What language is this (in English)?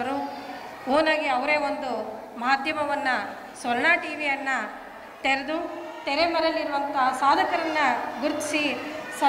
Kannada